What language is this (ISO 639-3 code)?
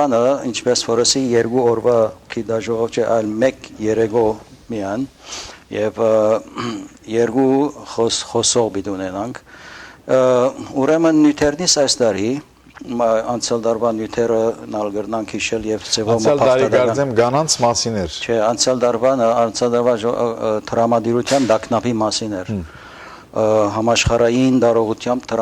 hyw